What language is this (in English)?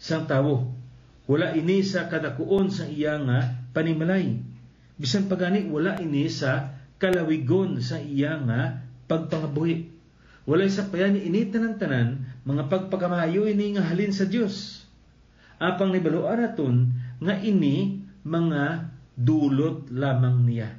Hiligaynon